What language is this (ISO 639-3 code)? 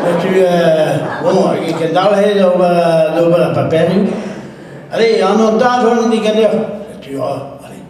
bre